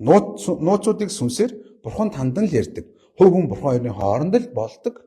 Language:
Mongolian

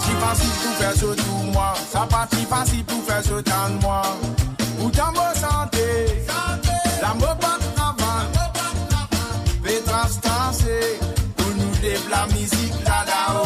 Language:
Morisyen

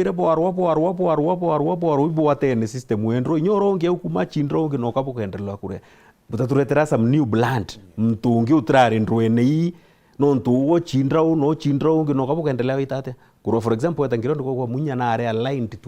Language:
Meru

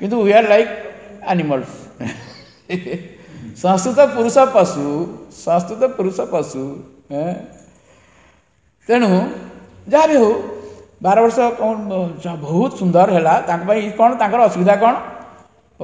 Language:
Odia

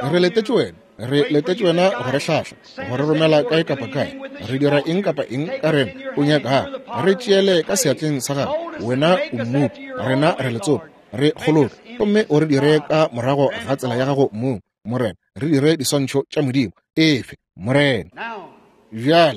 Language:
Northern Sotho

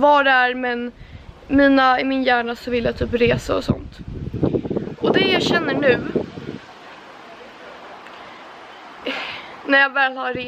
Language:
Swedish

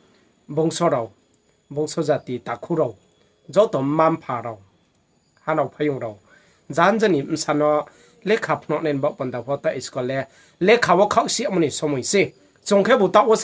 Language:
Riang (India)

